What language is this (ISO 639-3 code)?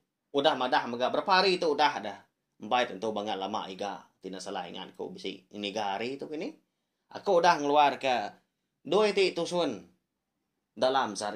iba